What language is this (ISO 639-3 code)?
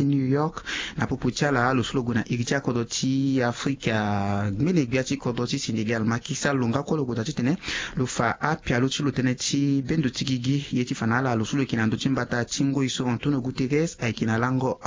sag